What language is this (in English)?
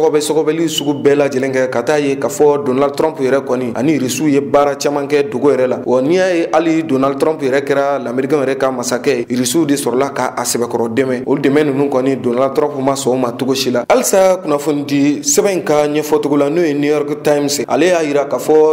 Bambara